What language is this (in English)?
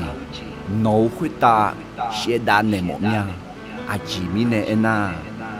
Akha